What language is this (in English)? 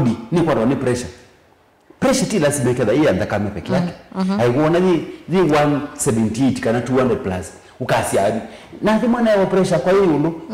Kamba